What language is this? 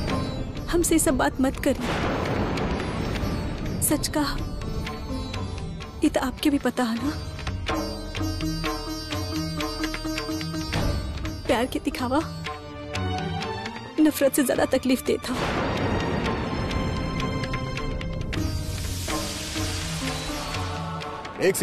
Bhojpuri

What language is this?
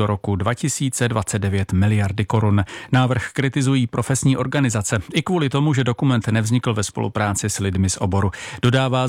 Czech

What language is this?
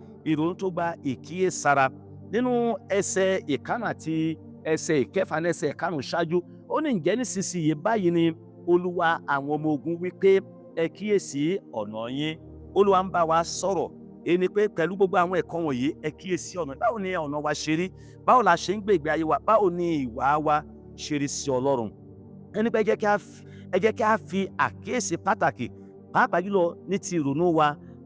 Yoruba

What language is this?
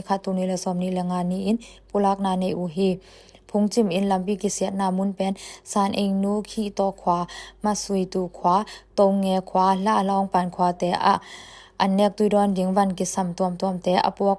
Tedim Chin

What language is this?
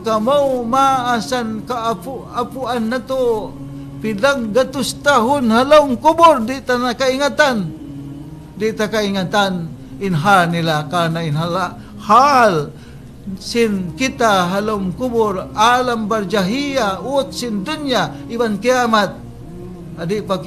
Tausug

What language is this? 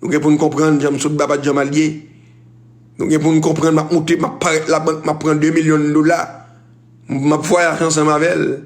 Haitian Creole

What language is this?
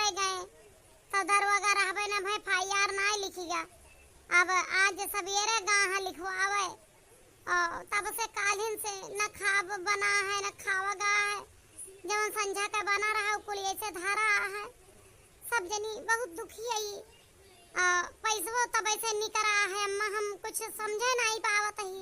Awadhi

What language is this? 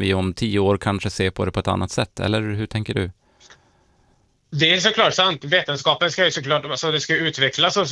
Swedish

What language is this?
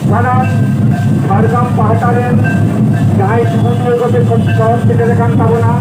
Santali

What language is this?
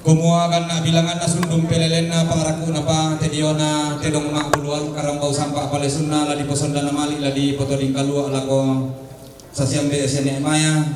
Toraja-Sa'dan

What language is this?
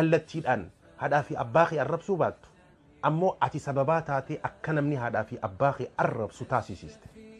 Oromo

